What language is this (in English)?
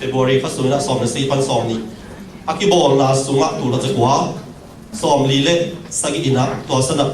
Tedim Chin